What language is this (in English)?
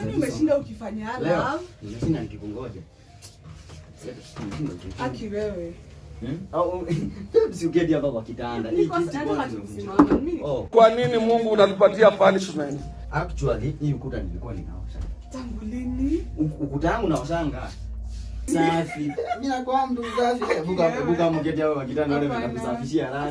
Swahili